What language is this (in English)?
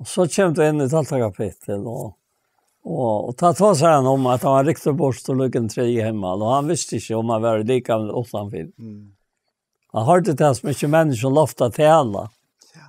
Faroese